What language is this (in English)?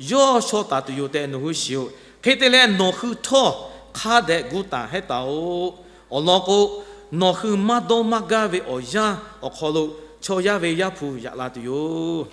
Lahu